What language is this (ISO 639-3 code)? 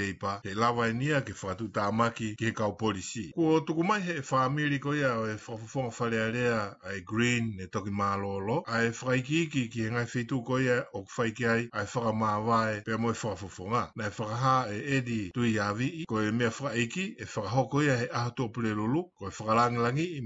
ton